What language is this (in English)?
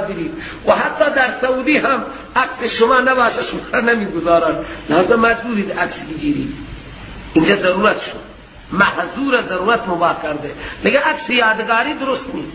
Persian